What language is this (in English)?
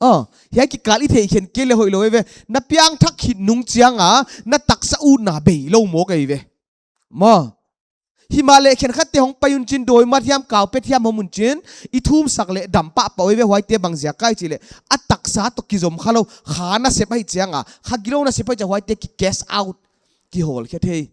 Paite Chin